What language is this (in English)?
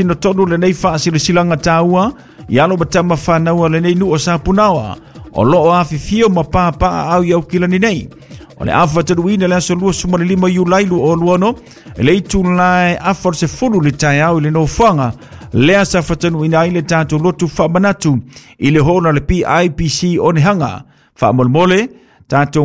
Samoan